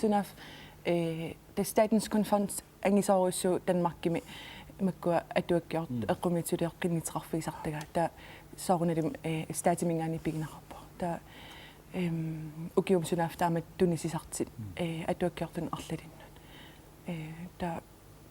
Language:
Kalaallisut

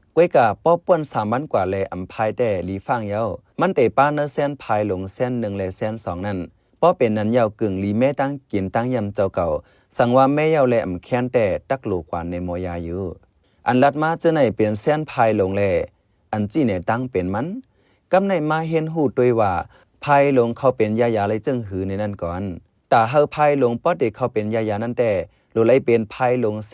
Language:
Shan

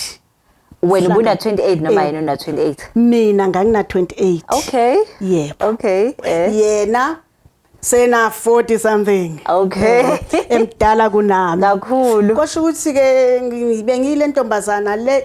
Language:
Zulu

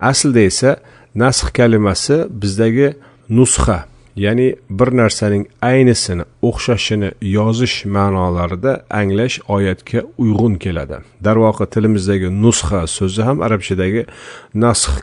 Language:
Uzbek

